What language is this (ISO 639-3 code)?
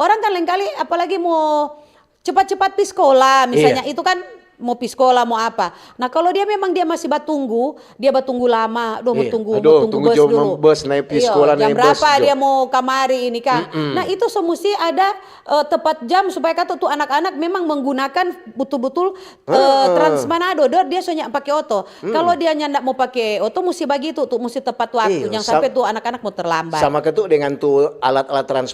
xmm